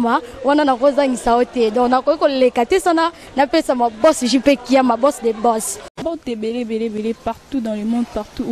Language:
Lingala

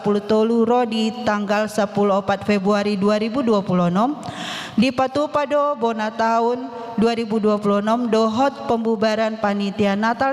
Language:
Batak Toba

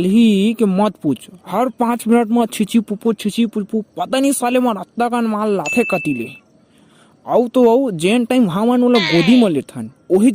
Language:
Chhattisgarhi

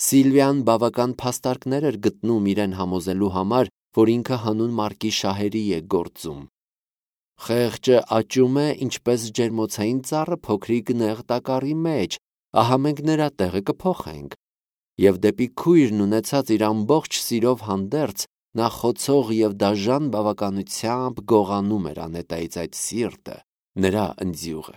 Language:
Armenian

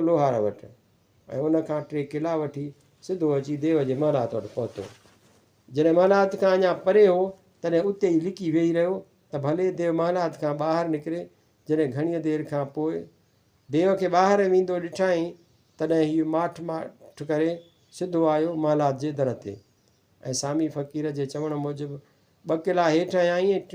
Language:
Sindhi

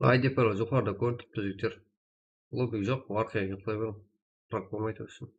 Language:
Kara-Kalpak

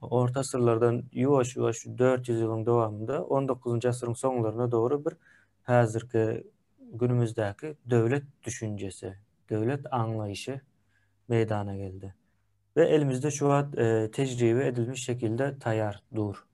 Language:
Turkmen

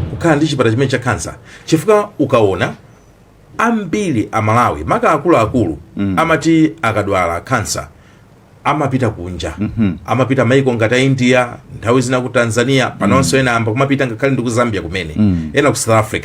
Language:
Nyanja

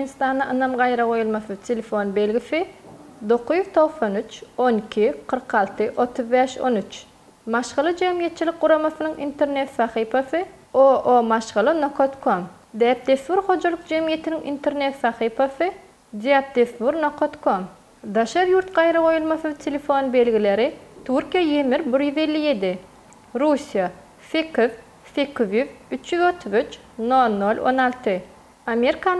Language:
Turkmen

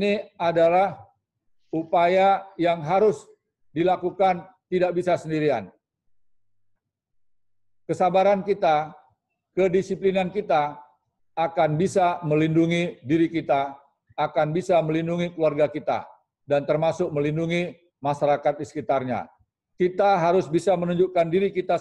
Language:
Indonesian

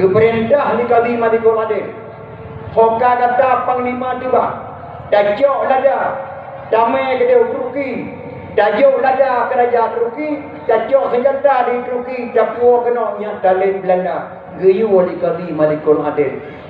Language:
Achinese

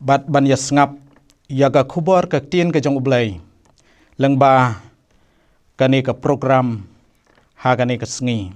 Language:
Khasi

